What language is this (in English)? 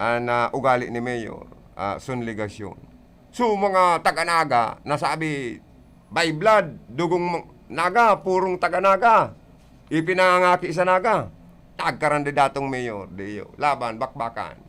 Bikol